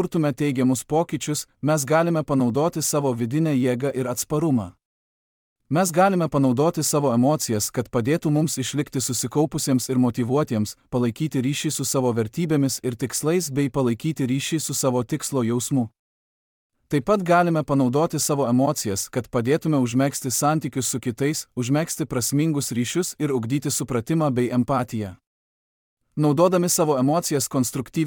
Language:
Lithuanian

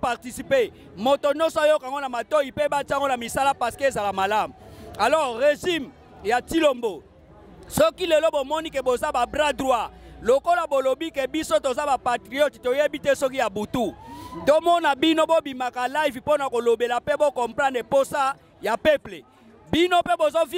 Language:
Lingala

